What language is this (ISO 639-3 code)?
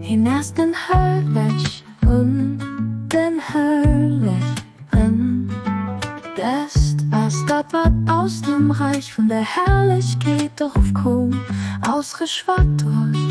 ltz